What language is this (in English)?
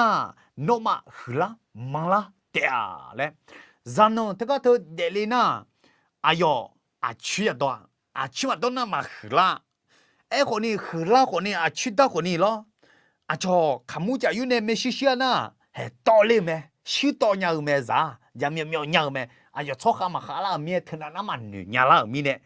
Akha